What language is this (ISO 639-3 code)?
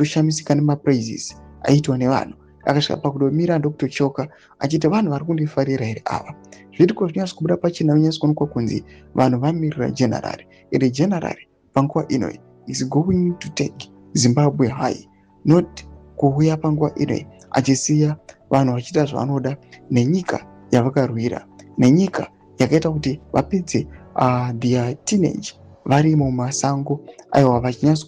sna